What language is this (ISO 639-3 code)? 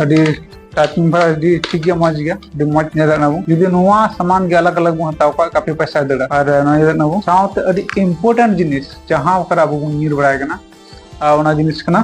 sat